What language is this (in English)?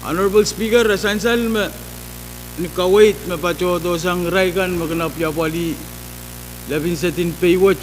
Pohnpeian